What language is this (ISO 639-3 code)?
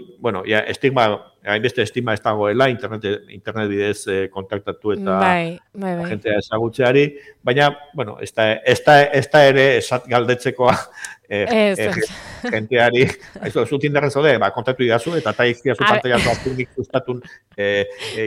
eus